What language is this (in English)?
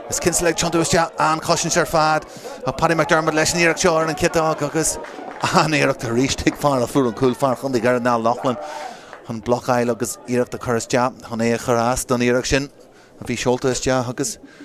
Irish